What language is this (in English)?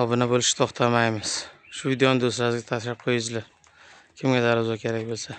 Uzbek